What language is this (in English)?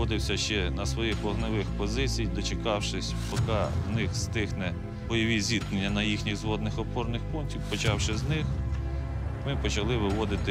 Ukrainian